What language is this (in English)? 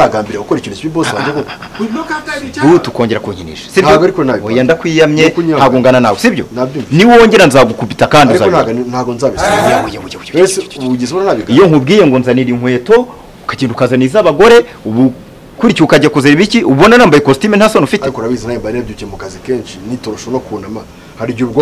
Kinyarwanda